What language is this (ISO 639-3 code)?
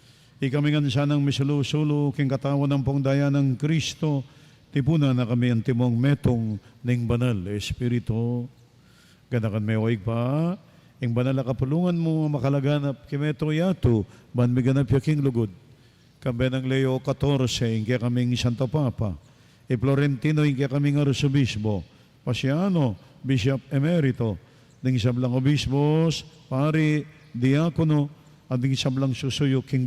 pam